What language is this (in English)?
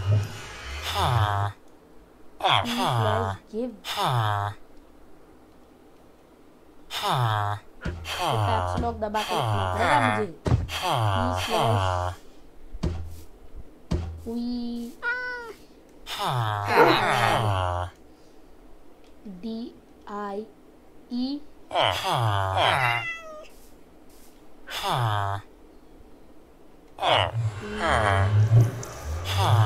Hindi